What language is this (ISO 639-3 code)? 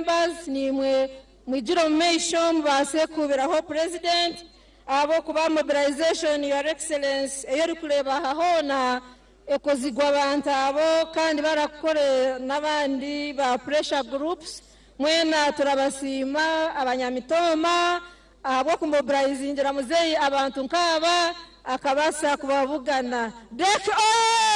nyn